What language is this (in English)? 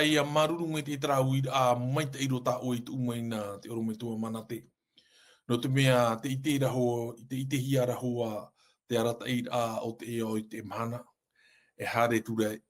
Tahitian